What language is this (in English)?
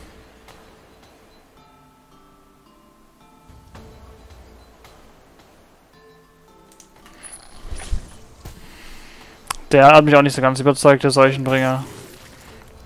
German